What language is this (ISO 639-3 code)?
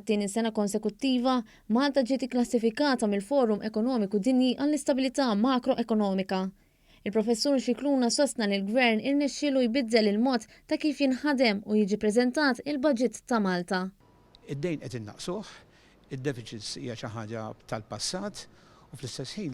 mlt